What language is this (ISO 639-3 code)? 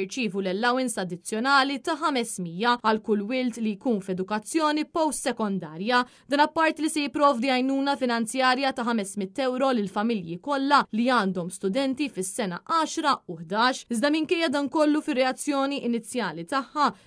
mlt